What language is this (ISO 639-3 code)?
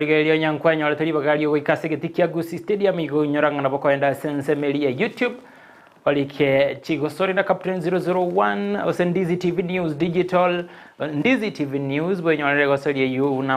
guz